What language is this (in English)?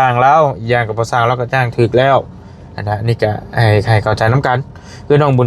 Lao